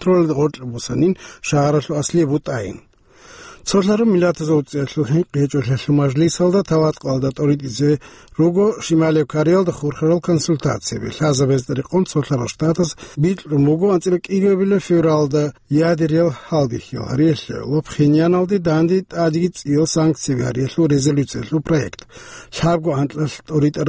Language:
Avaric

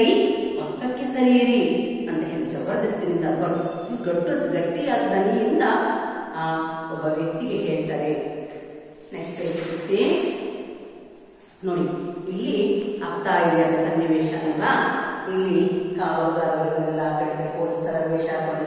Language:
Kannada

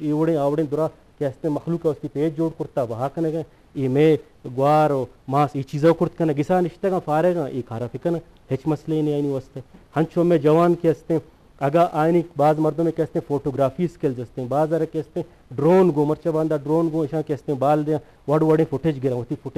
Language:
Eastern Balochi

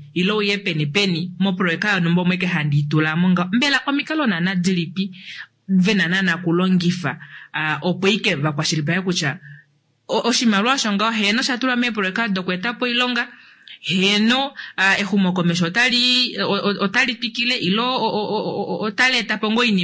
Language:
Kuanyama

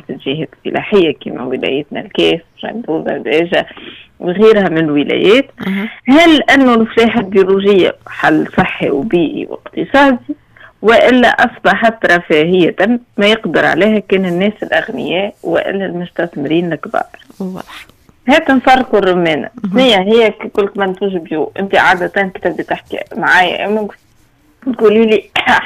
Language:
Tunisian Arabic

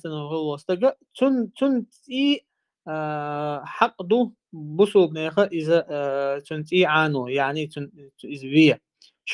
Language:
Chechen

